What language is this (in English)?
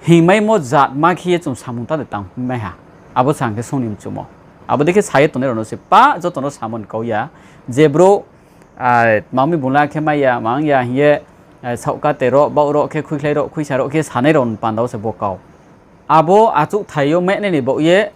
Riang (India)